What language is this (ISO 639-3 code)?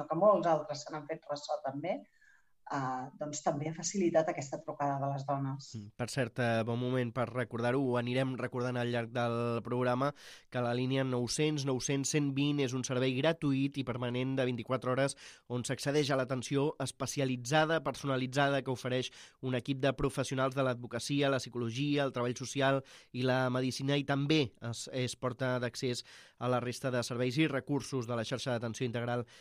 cat